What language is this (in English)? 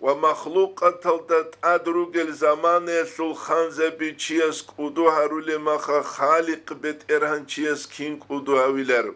Avaric